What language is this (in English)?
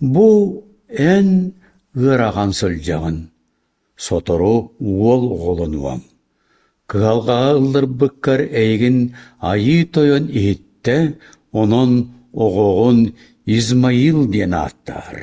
Yakut